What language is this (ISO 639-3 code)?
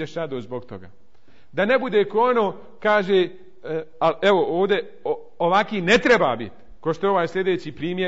bos